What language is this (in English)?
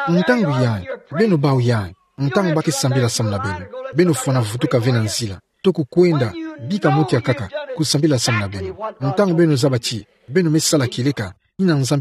Kituba (Democratic Republic of Congo)